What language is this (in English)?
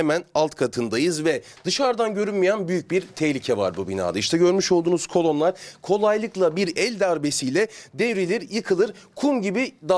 Turkish